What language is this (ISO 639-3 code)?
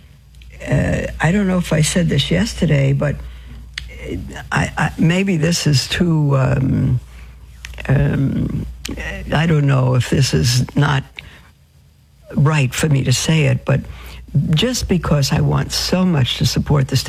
eng